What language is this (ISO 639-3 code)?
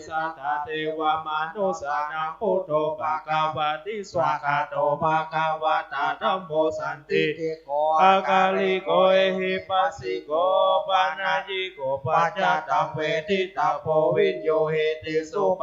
pli